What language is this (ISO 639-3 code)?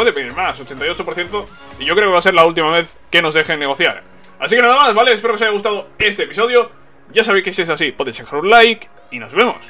spa